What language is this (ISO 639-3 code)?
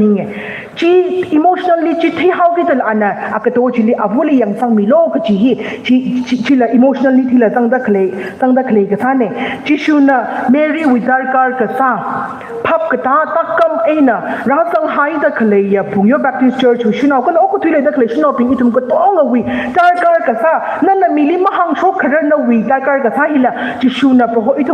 nmf